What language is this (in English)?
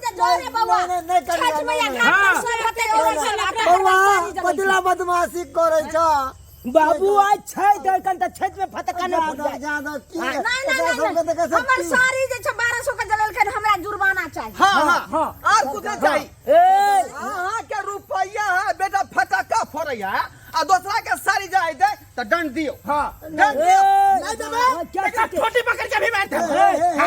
Maithili